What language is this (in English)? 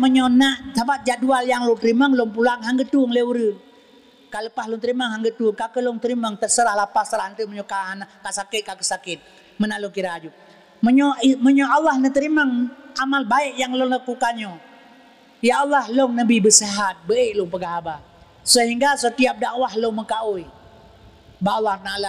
Achinese